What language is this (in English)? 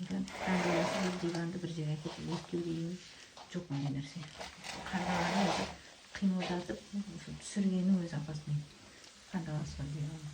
Kazakh